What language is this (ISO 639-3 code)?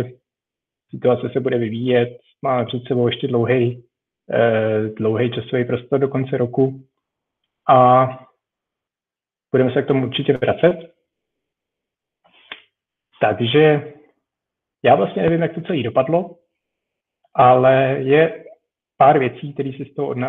ces